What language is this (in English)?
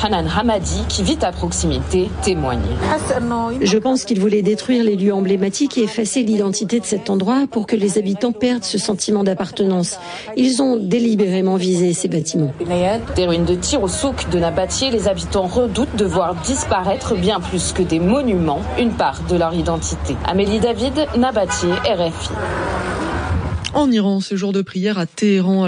French